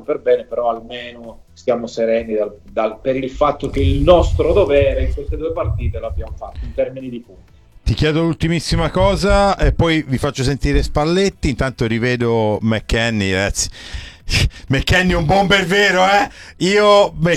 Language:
Italian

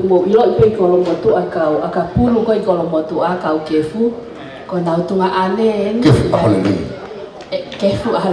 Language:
Tongan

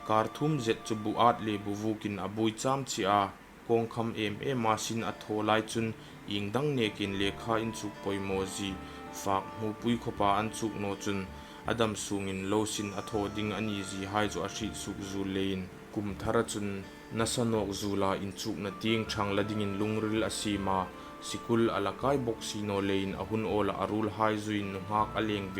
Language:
Hmar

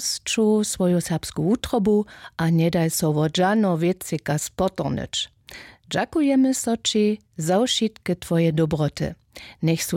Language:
Upper Sorbian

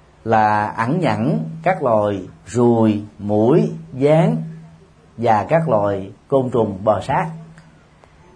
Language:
Vietnamese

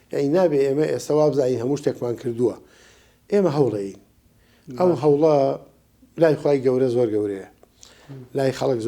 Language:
Central Kurdish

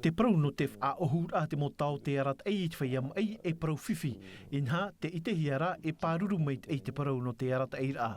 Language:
Tahitian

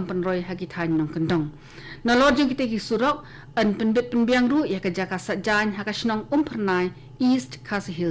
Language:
Khasi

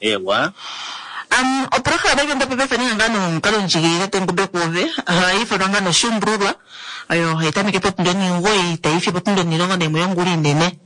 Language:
Kuanyama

